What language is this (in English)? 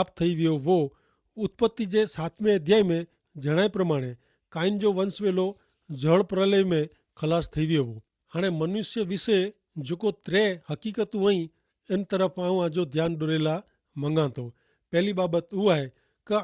Kachhi